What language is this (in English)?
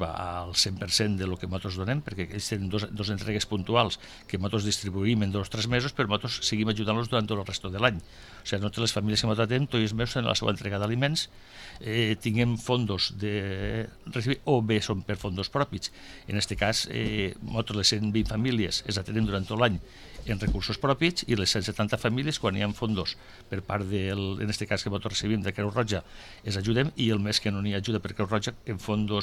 Catalan